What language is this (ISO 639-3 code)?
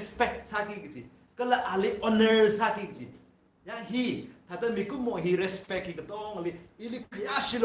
nmf